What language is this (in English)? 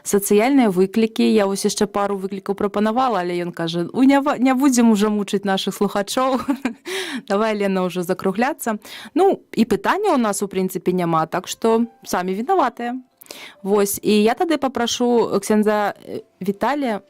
Belarusian